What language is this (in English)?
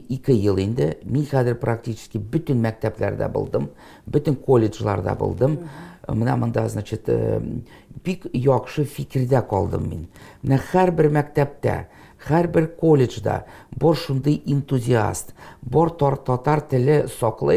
Tatar